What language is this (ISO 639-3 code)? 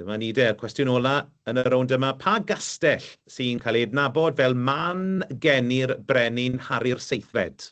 cym